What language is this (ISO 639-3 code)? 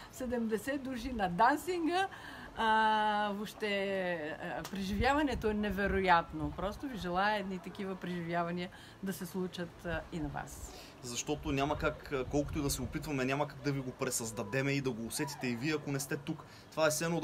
bul